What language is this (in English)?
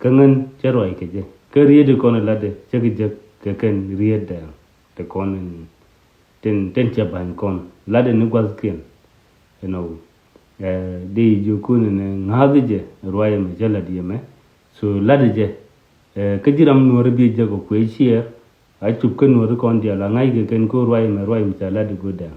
Nuer